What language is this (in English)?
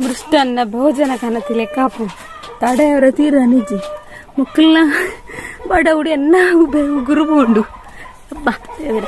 Tulu